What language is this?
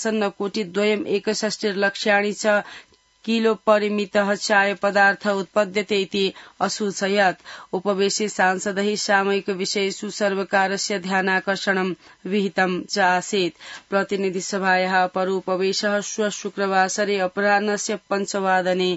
Sanskrit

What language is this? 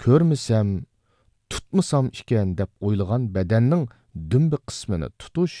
Uyghur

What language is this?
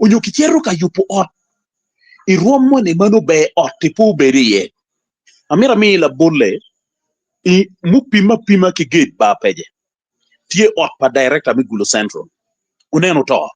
Acoli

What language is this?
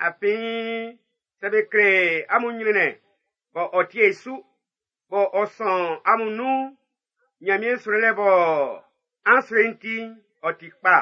Baoulé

